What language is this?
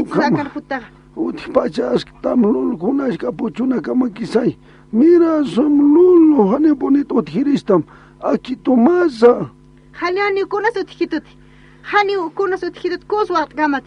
Aymara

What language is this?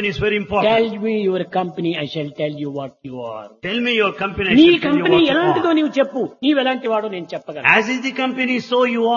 Telugu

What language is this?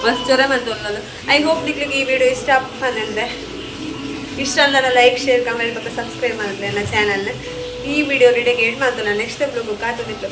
Tulu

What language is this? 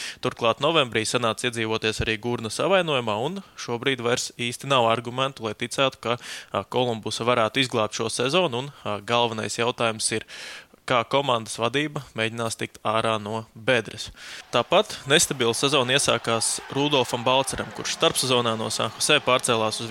Latvian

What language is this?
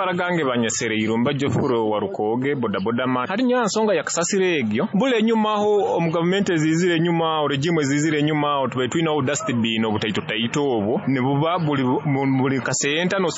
Nyoro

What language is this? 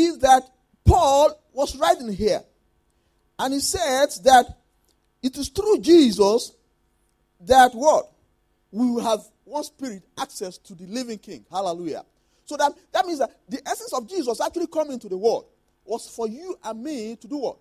English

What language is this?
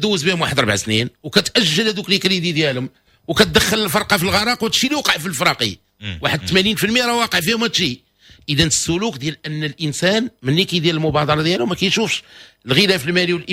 Moroccan Arabic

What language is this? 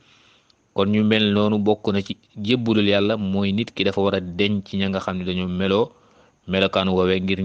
Wolof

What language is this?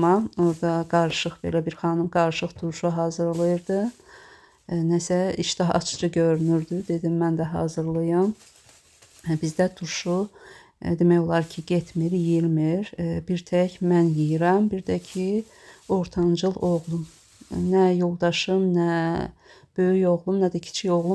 Azerbaijani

